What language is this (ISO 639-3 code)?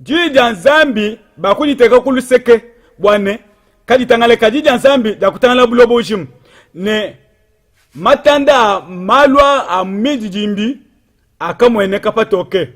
lua